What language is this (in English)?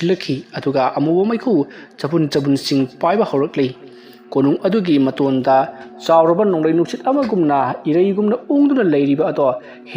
Manipuri